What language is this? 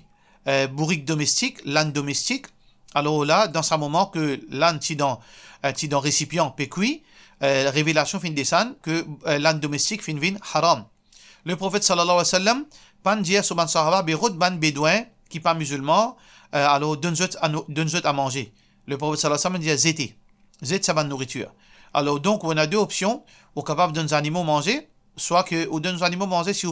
Morisyen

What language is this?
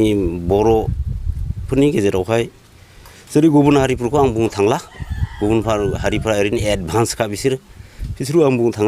Bodo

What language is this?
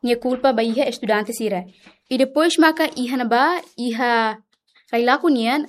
Tetum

